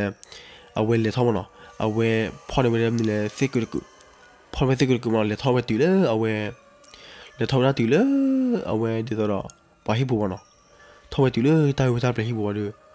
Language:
S'gaw Karen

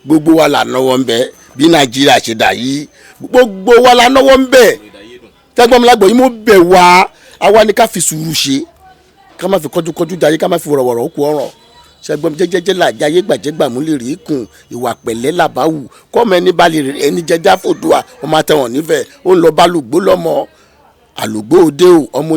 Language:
Yoruba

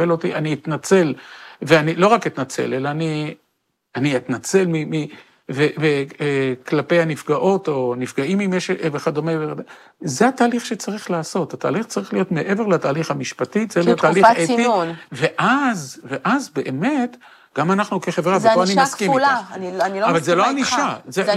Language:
Hebrew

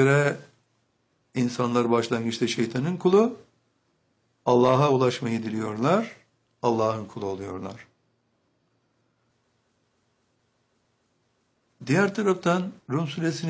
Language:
Turkish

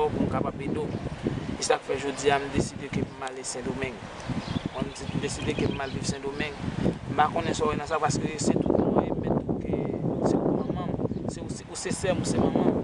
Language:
Haitian Creole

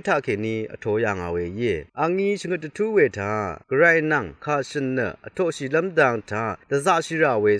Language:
Rawang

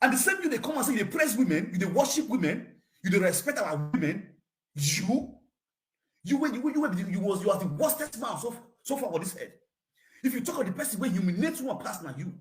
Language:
Nigerian Pidgin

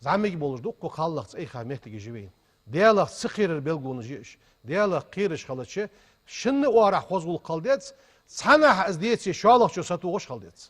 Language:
Ingush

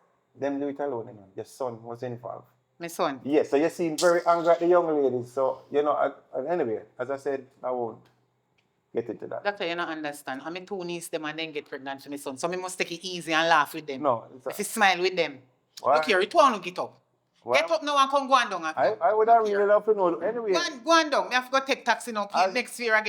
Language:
Jamaican Creole English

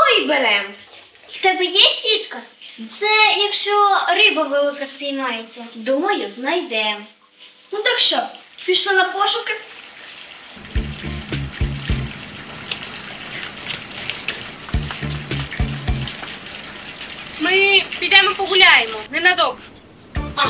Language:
Ukrainian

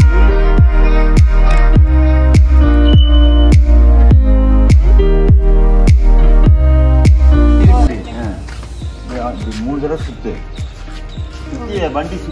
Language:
Tamil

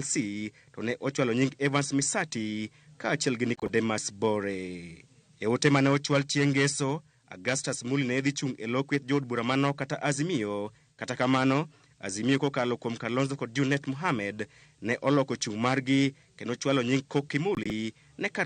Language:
Luo (Kenya and Tanzania)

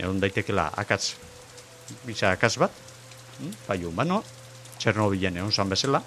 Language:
Basque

